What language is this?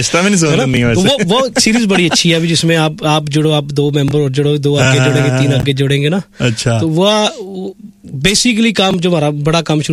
Hindi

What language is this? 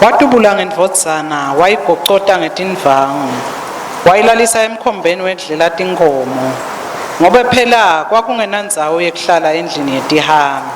Swati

